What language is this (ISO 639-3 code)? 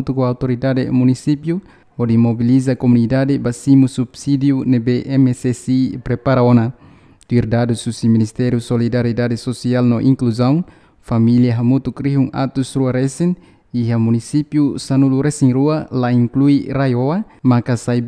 tet